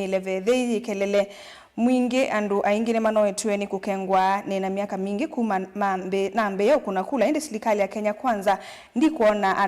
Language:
Kamba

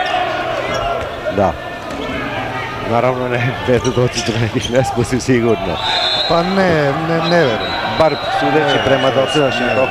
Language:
Serbian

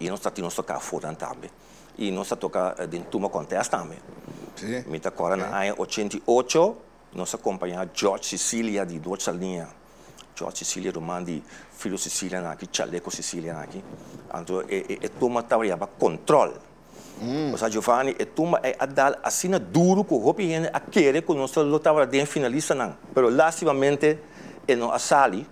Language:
Papiamento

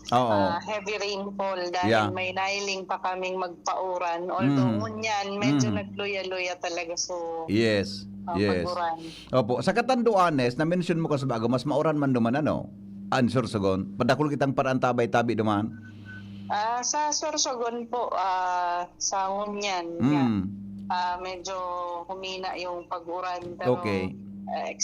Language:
Bikol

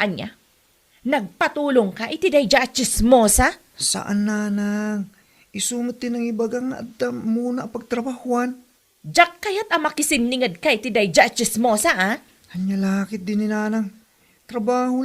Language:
Iloko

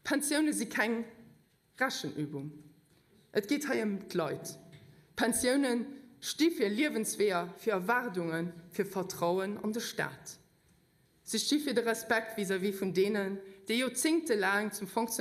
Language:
Luxembourgish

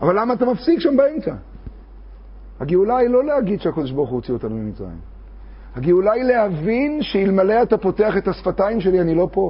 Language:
Hebrew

